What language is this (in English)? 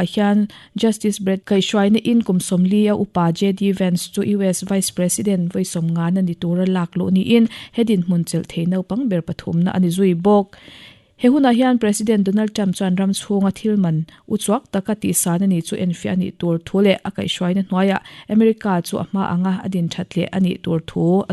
Mizo